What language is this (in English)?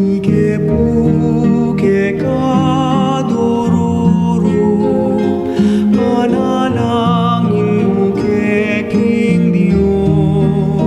Pampanga